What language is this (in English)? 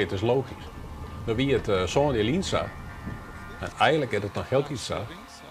Western Frisian